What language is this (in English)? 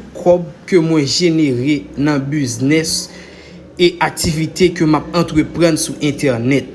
Haitian Creole